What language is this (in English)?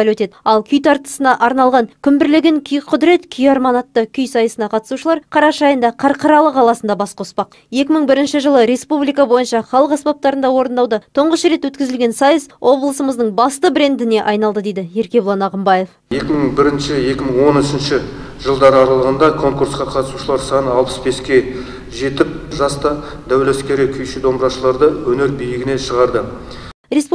Kazakh